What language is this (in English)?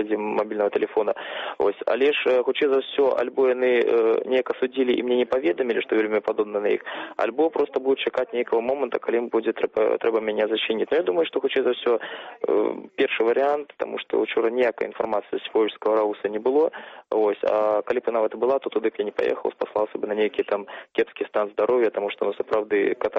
Belarusian